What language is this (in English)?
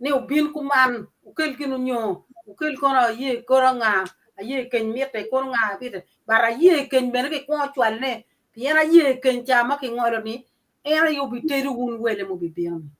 Acoli